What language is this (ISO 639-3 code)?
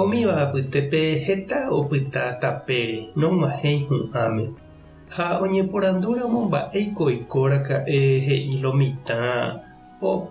grn